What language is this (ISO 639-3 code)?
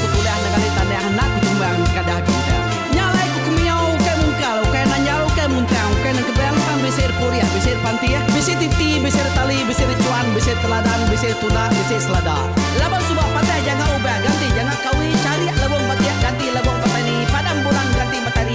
iba